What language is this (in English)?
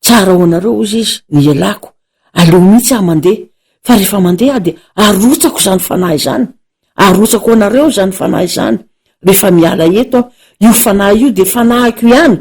Malagasy